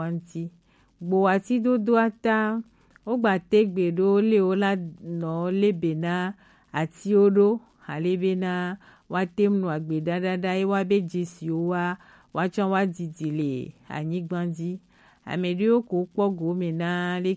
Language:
Gen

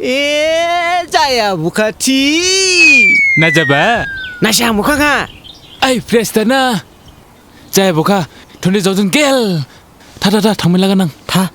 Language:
Dimasa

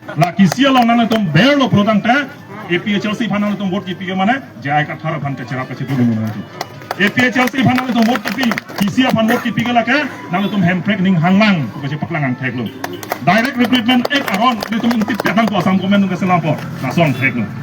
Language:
Karbi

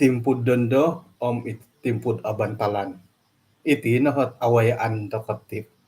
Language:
Central Dusun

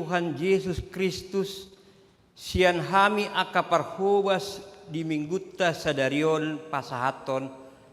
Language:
Batak Toba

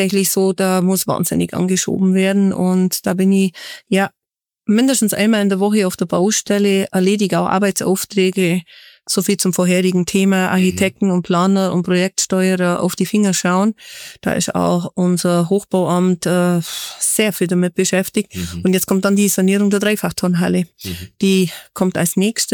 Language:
German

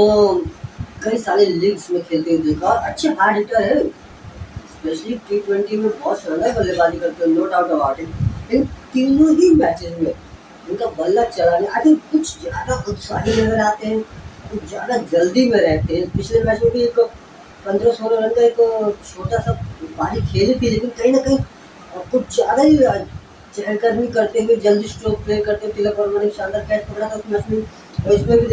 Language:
Hindi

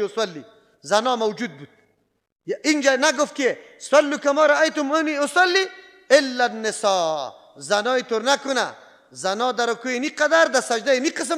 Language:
Persian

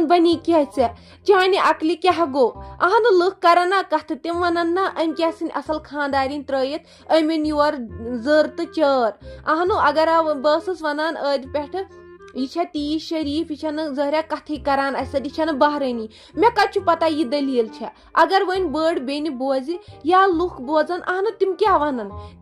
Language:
Kashmiri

